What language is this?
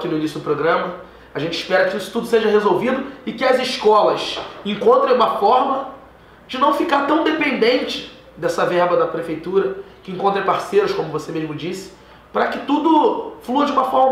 Portuguese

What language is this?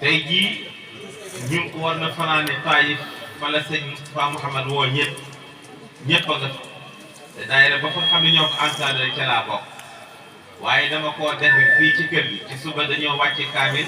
Wolof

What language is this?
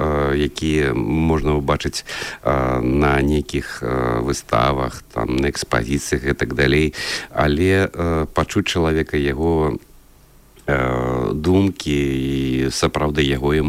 Belarusian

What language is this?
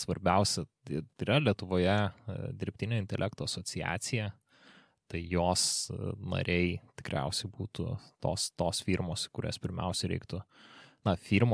Lithuanian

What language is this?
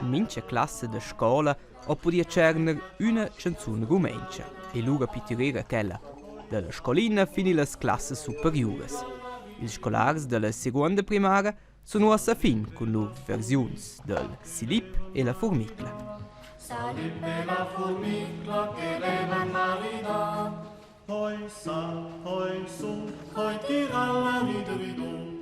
Romansh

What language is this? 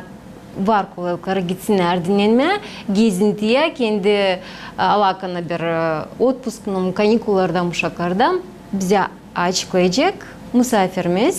Gagauz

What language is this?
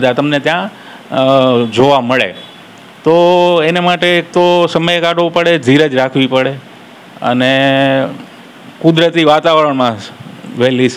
Gujarati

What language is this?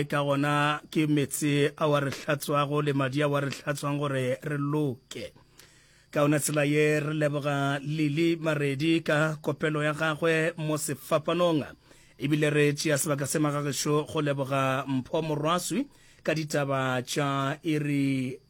Northern Sotho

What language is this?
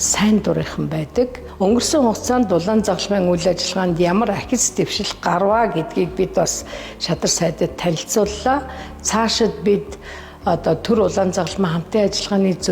Mongolian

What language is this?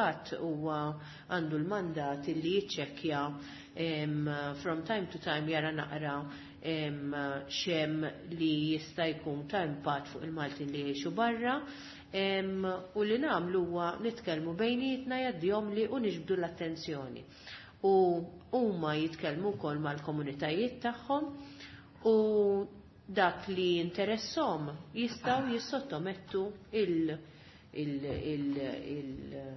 Maltese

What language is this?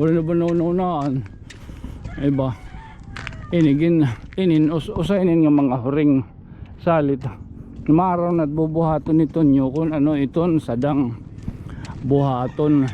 Waray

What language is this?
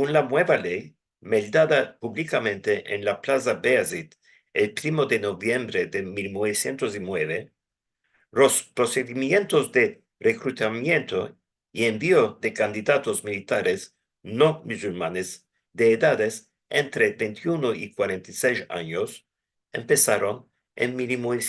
Ladino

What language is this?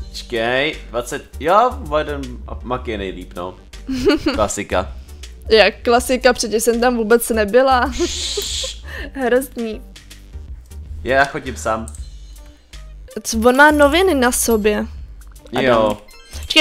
Czech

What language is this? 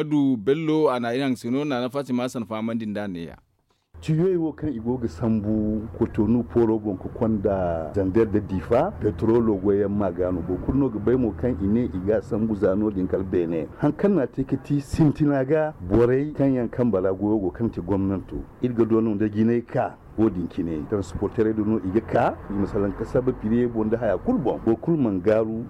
Zarma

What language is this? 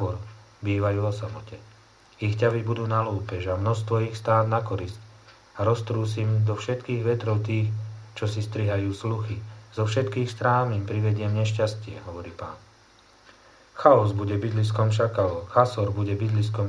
Slovak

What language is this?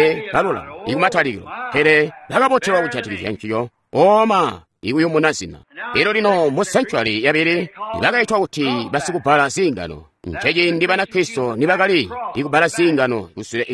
Tonga (Zambia)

